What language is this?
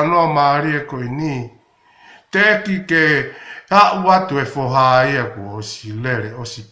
Tongan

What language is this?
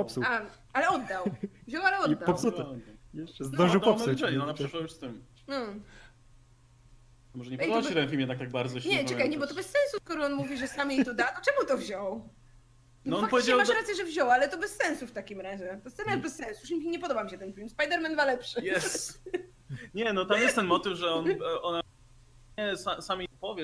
Polish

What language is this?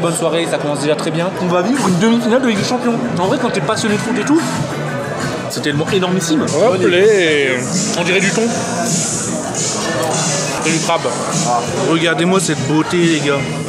French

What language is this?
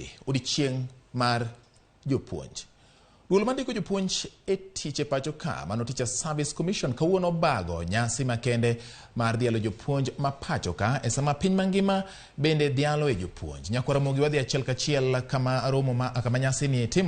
Luo (Kenya and Tanzania)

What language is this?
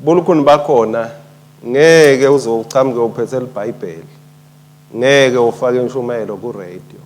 Swati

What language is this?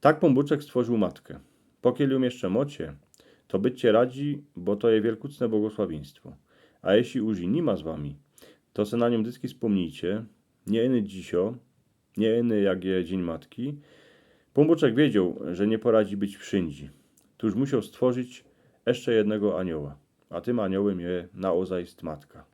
Silesian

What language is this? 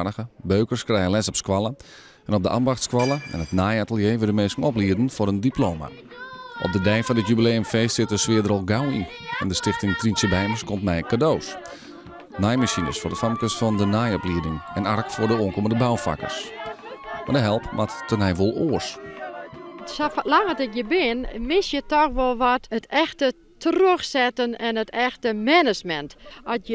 Western Frisian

